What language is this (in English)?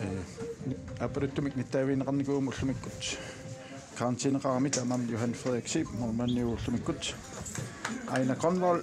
Kalaallisut